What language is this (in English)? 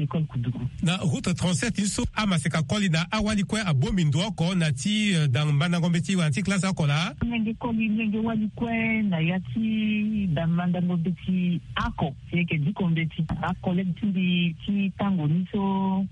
Sango